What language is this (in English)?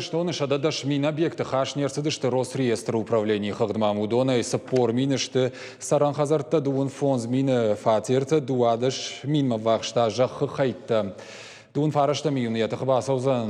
Ossetic